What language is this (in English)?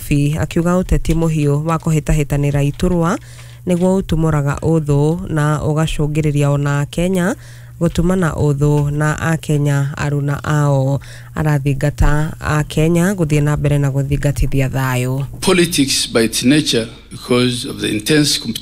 Kikuyu